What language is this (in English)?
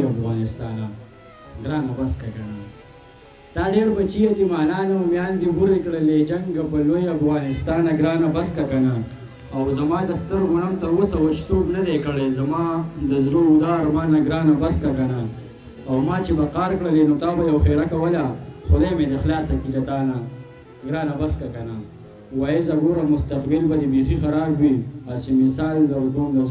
Pashto